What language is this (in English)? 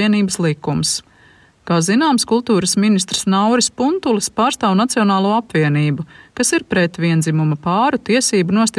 Latvian